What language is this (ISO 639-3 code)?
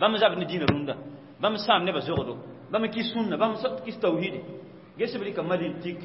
mos